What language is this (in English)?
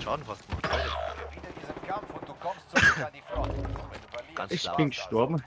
Bavarian